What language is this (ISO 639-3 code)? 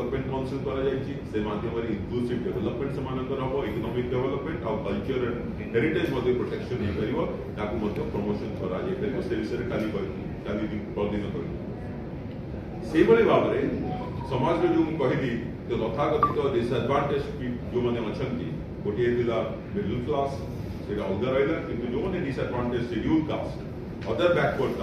ori